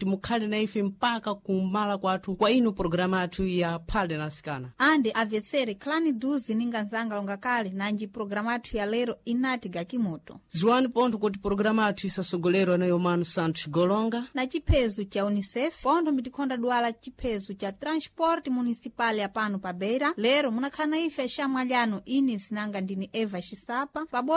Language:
Sena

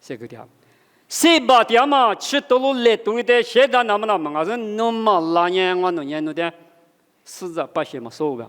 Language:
Lisu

